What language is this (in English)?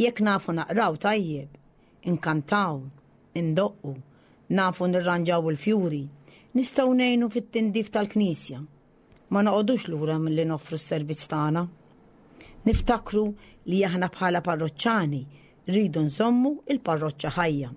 Maltese